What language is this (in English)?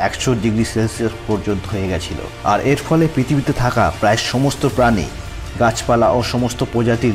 Bangla